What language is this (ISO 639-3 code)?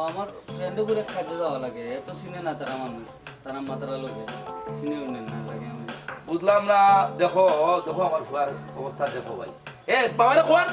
syl